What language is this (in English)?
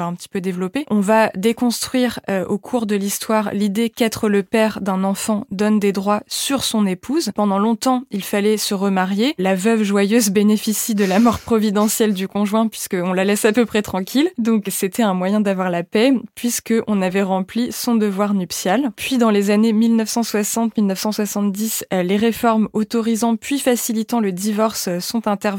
French